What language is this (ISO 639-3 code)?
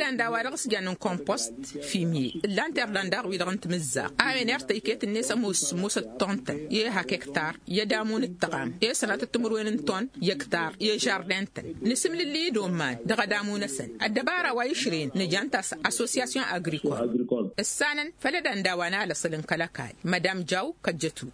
taq